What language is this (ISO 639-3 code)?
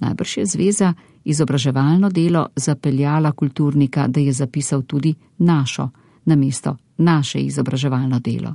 slv